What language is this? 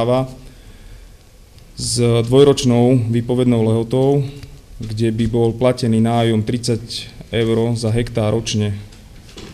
Slovak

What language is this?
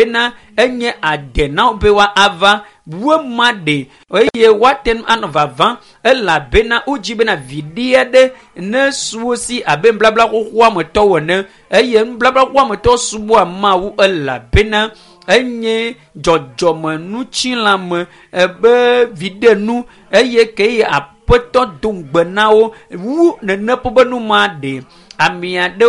Ewe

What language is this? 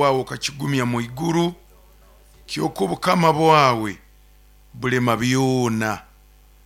Nyoro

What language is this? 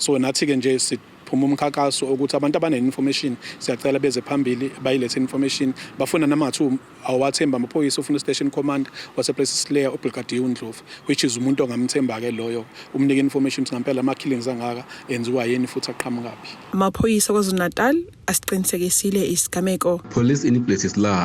Zulu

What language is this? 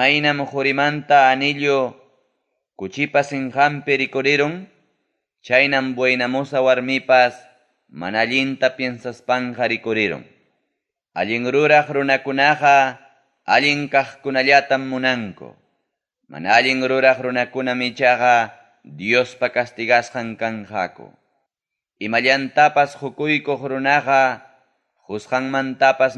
Ayacucho Quechua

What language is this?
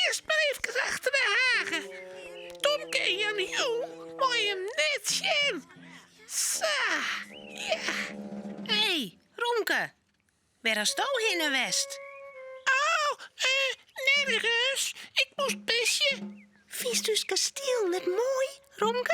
Western Frisian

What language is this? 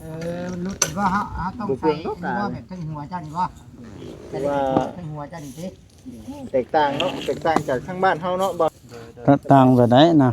Northeastern Thai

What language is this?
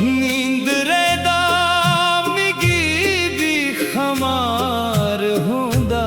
Dogri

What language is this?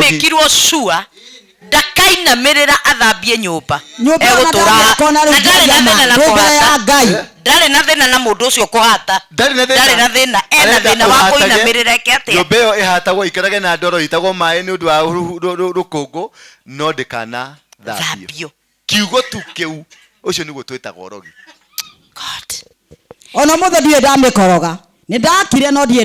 Kikuyu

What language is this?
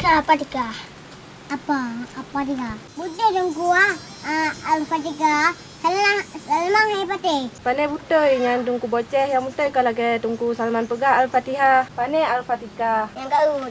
Achinese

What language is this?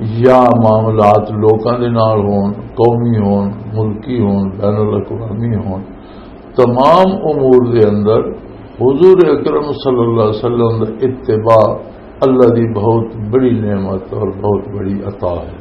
Western Panjabi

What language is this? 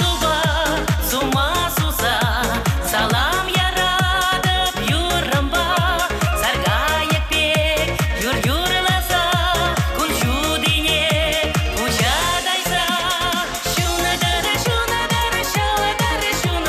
Chuvash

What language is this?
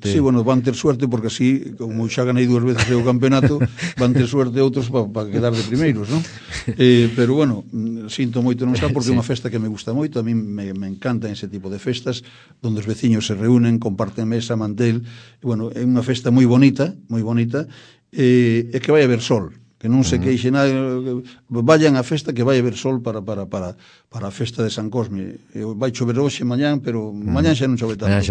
Galician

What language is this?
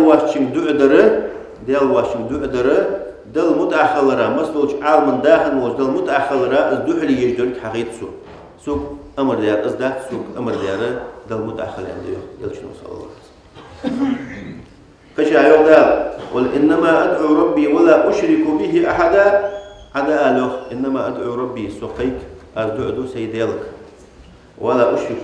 Ingush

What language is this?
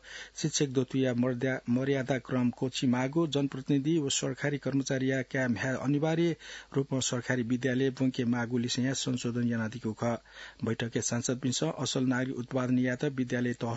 Newari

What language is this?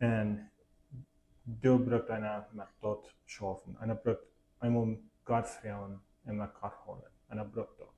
Plautdietsch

